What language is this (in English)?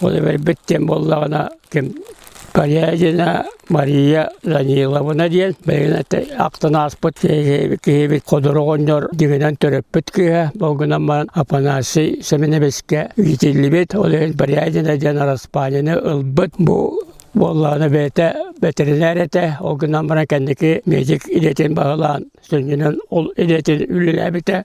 Yakut